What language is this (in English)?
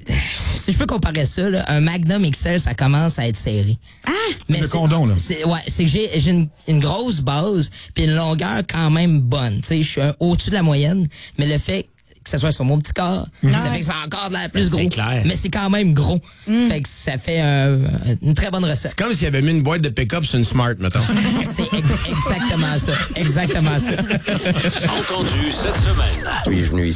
French